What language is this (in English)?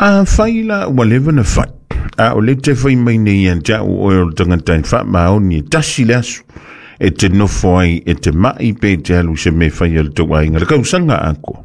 Samoan